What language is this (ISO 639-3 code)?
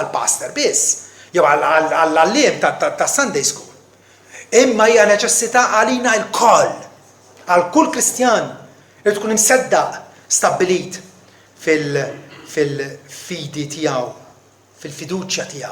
mlt